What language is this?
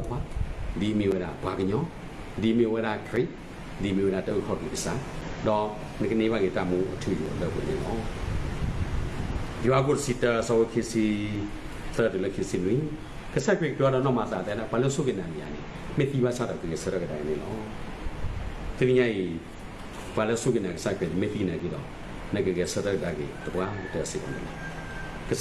S'gaw Karen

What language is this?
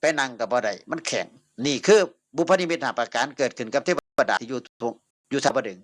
Northeastern Thai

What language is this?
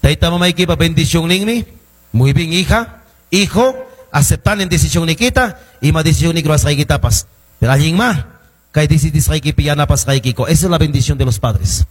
Quechua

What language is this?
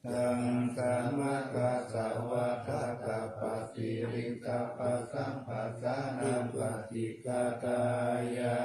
Pali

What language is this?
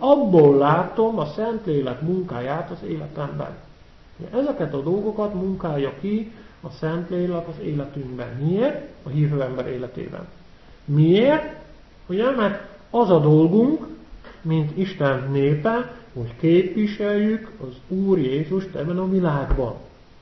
Hungarian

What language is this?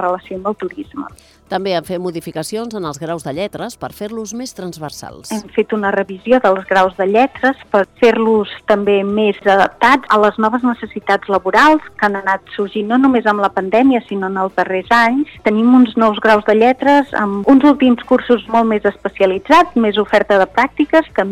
Catalan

